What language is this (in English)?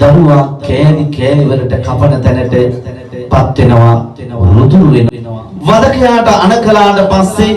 Sinhala